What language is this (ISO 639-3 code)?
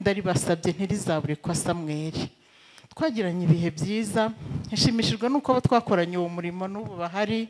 kin